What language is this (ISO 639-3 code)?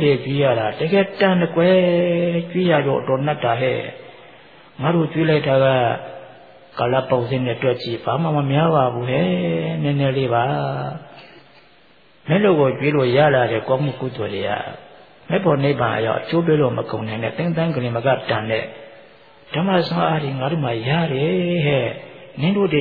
mya